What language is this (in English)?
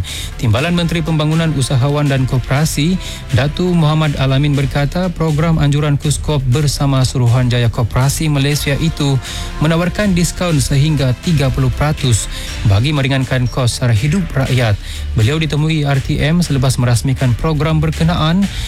Malay